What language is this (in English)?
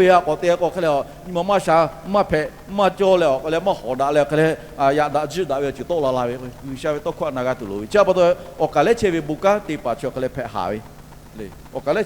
Lahu